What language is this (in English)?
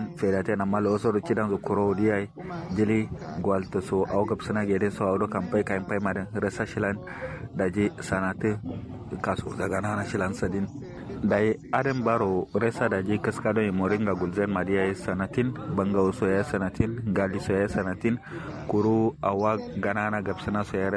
Kanuri